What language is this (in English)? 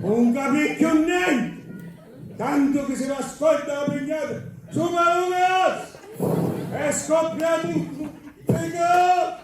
Sicilian